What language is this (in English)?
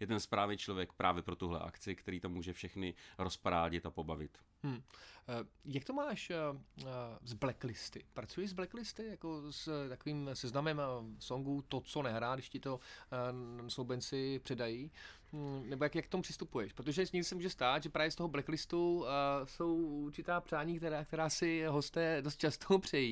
Czech